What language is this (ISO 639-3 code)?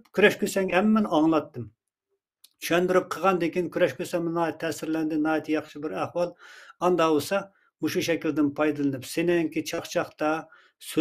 uig